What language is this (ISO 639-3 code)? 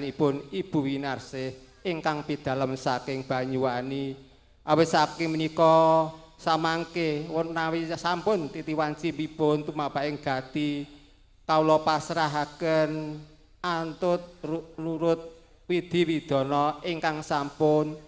jav